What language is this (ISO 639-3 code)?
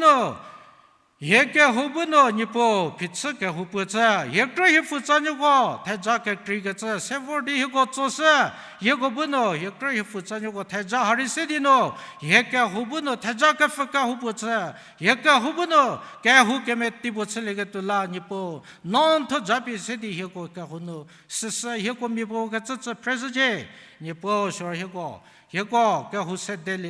njm